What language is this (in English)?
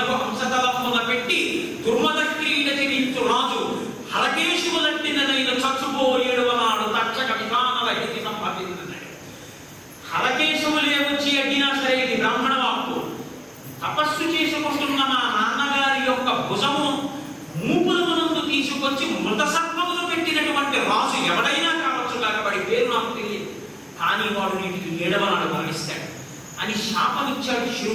Telugu